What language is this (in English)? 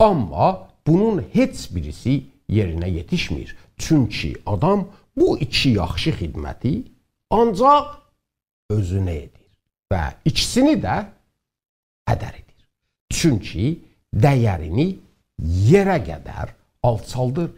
South Azerbaijani